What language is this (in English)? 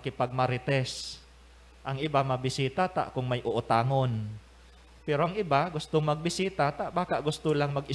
Bikol